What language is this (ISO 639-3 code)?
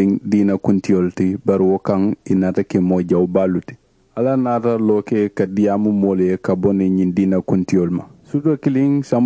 man